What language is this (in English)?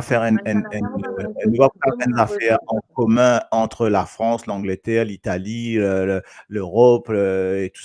Morisyen